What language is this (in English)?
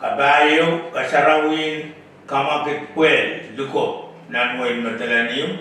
Pohnpeian